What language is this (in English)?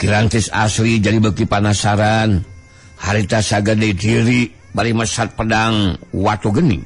Sundanese